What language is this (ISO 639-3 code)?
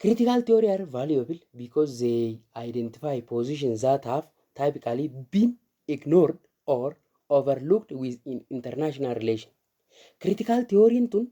orm